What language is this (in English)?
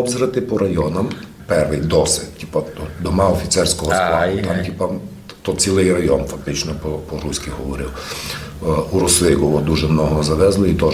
Rusyn